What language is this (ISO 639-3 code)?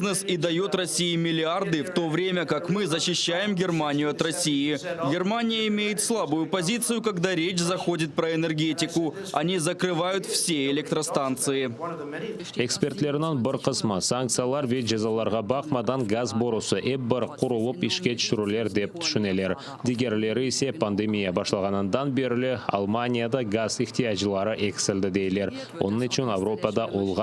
crh